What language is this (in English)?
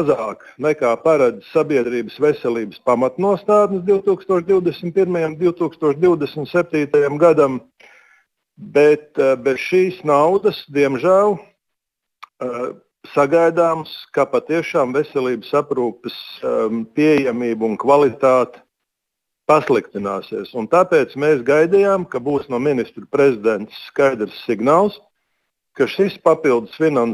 Latvian